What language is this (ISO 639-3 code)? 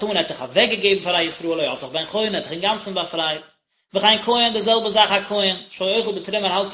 yid